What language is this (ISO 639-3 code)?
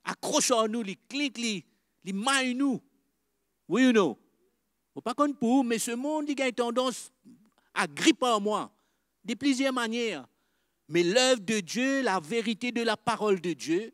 mfe